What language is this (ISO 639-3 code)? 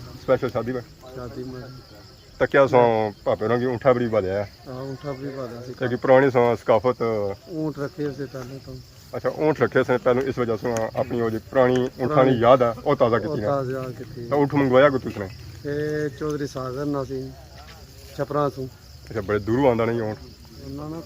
phr